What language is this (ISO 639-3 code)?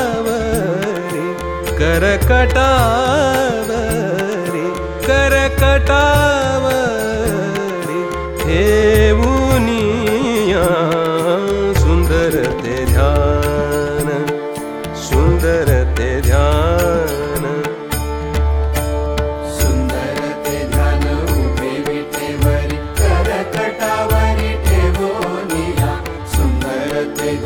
mar